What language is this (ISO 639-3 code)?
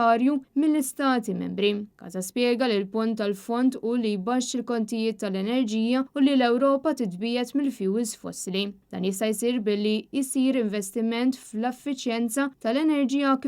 mlt